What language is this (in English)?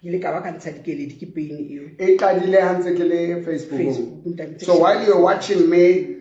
Southern Sotho